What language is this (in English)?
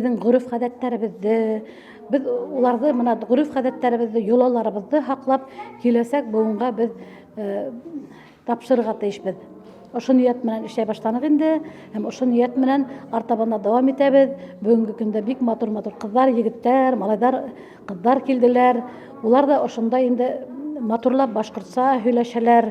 Bashkir